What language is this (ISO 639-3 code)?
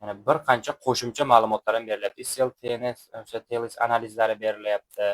uzb